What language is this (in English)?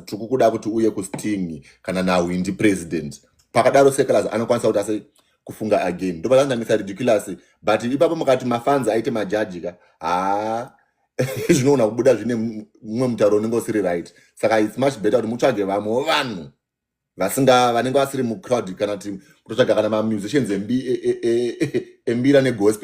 Shona